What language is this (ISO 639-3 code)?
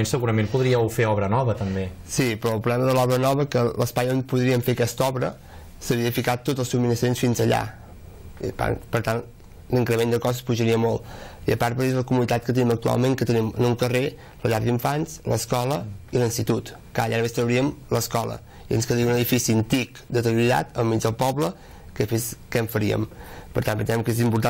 cat